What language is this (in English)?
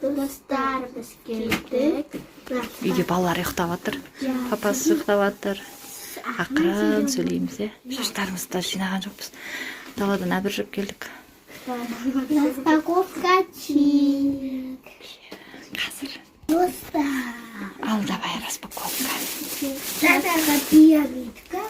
Kazakh